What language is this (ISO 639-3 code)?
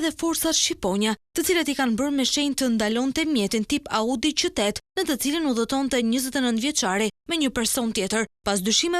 sqi